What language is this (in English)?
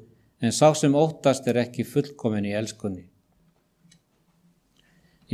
Icelandic